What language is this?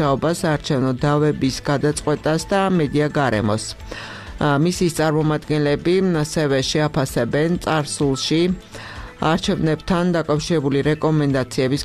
Georgian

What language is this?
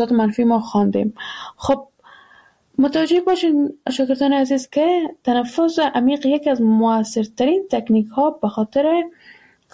Persian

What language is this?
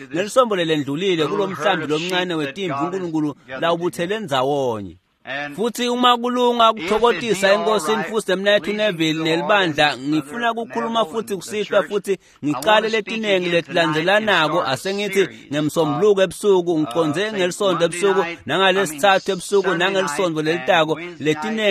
Swati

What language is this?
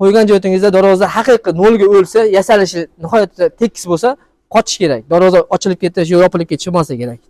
Uzbek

